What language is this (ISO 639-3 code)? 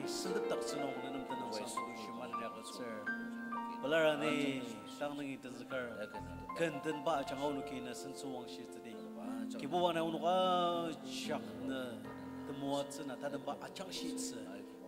njo